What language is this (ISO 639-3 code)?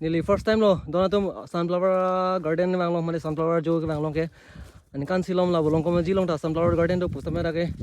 mjw